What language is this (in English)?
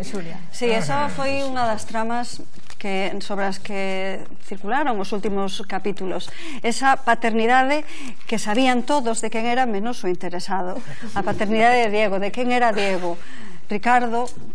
Galician